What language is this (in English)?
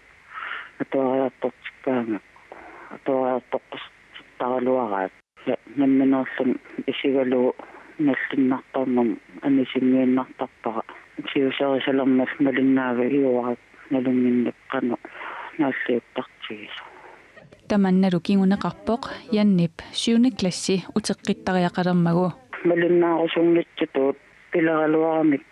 Kalaallisut